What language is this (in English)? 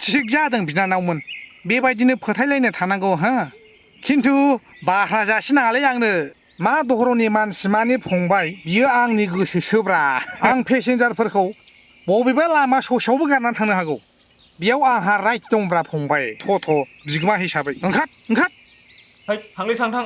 Bodo